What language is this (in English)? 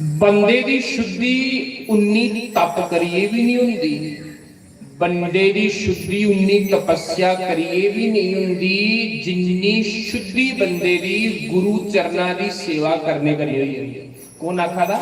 Dogri